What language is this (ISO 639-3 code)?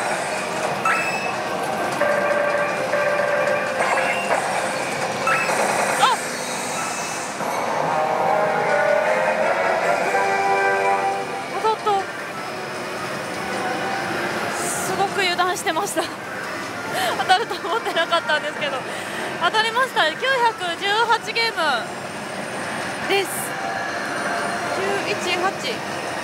jpn